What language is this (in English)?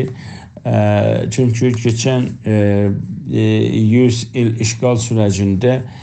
South Azerbaijani